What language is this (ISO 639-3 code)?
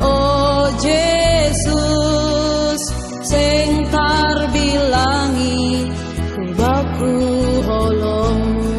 bts